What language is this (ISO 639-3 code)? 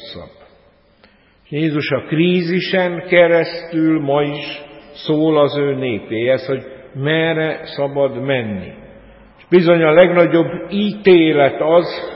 hun